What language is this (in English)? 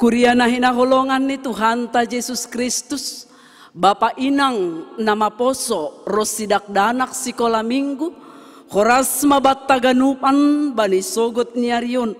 Batak Simalungun